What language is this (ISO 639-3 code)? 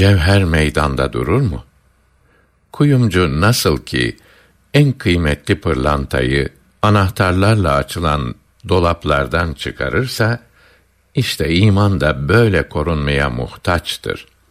tur